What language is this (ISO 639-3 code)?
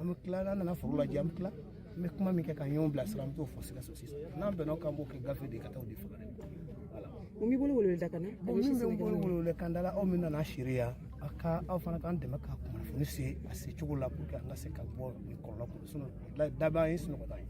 bam